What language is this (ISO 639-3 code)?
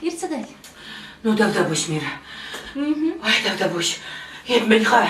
chv